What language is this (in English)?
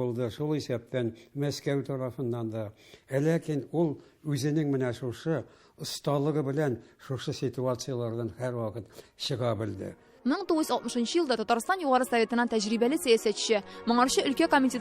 Tatar